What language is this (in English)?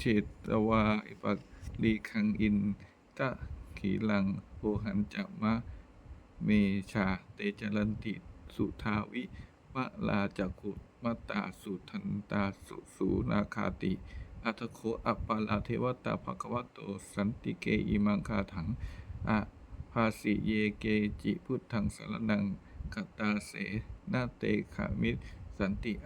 Pali